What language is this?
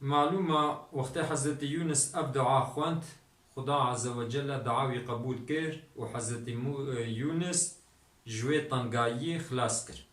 Kurdish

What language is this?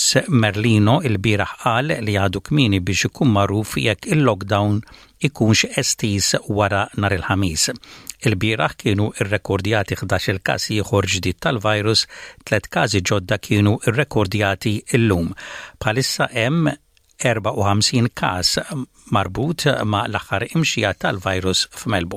Maltese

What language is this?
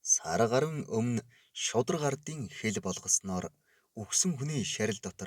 Mongolian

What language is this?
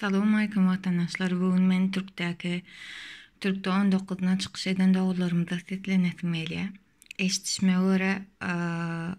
Turkmen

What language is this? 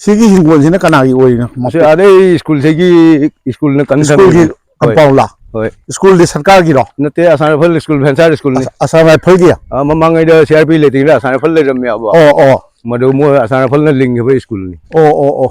Manipuri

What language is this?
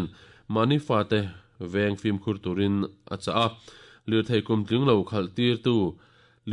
Mizo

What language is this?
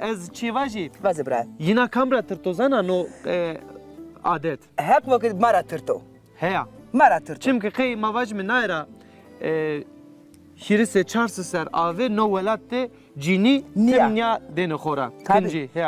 Zaza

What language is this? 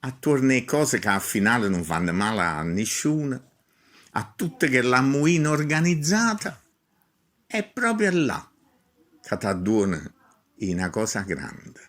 Neapolitan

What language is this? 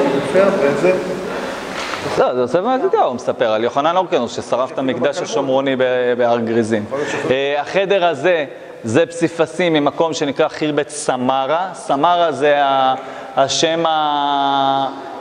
Hebrew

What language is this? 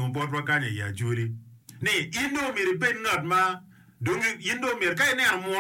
Acoli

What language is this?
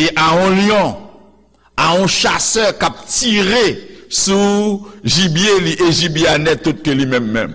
Haitian Creole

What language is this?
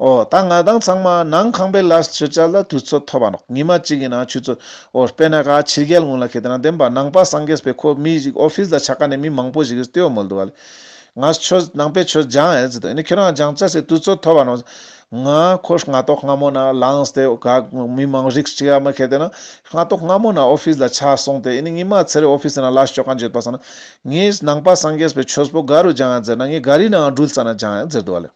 Ladakhi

